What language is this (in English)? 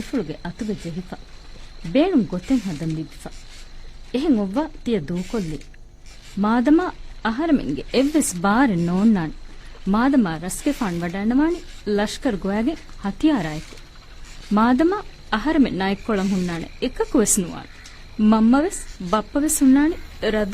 Divehi